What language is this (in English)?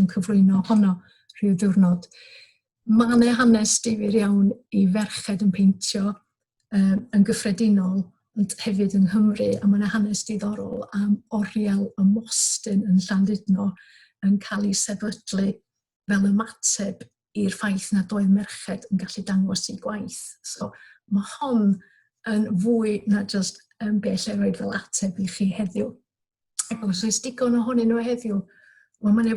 Welsh